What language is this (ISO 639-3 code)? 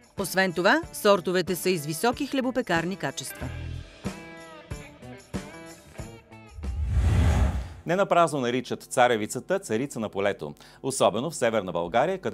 bul